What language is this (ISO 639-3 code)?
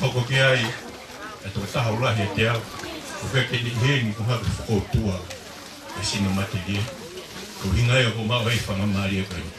ton